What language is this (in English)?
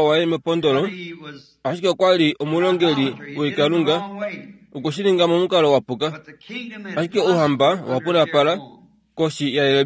Kuanyama